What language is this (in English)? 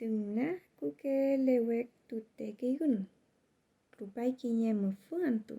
Mapuche